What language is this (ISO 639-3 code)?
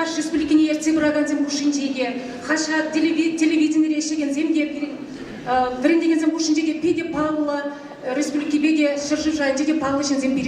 chv